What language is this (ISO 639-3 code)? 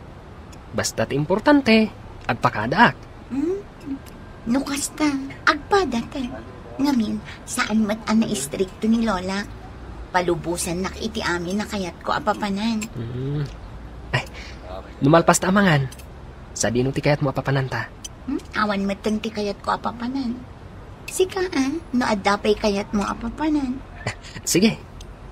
ilo